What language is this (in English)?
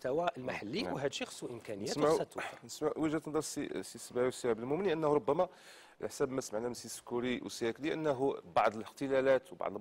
Moroccan Arabic